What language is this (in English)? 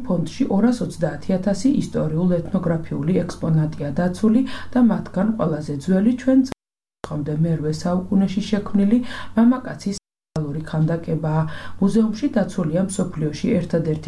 Georgian